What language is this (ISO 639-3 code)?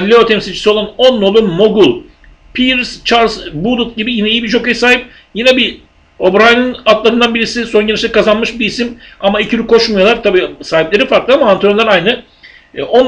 tur